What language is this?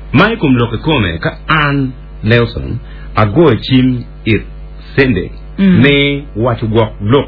Acoli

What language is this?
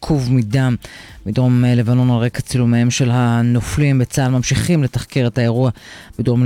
Hebrew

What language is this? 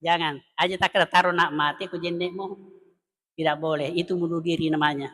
Buginese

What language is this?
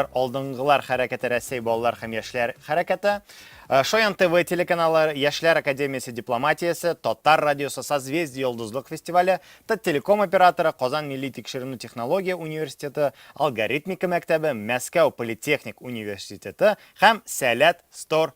Tatar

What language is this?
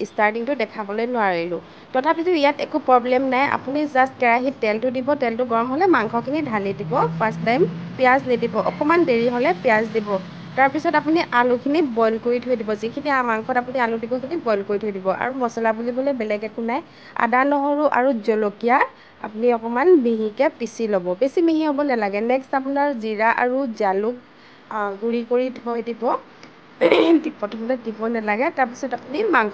Assamese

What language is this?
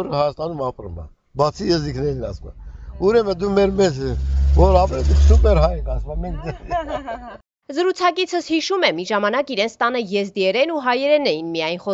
Armenian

